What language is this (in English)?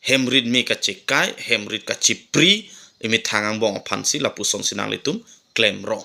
Karbi